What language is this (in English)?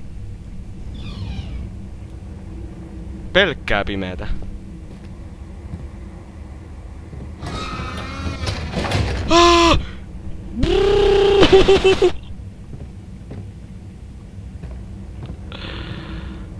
Finnish